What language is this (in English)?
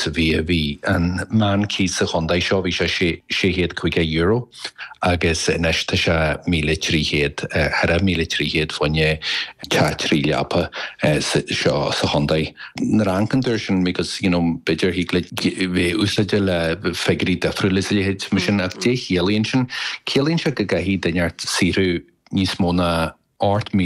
Irish